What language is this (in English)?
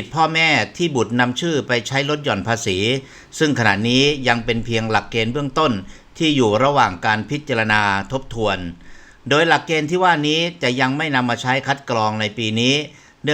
Lao